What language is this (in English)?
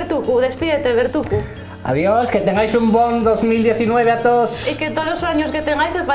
Asturian